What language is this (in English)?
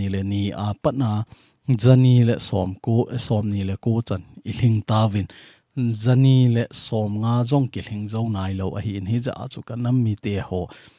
Thado Chin